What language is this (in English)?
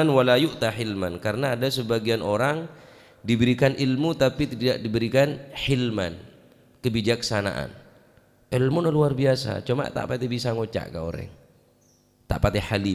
Madurese